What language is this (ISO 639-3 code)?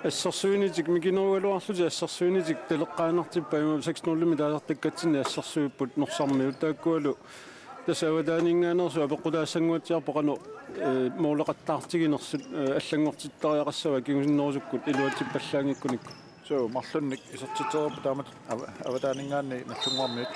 kal